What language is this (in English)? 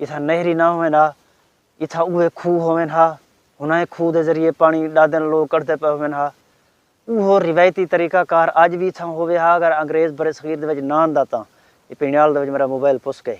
Saraiki